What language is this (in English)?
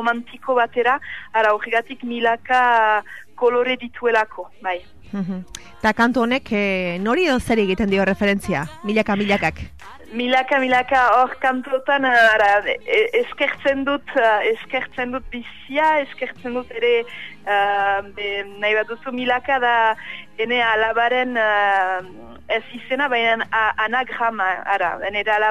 Basque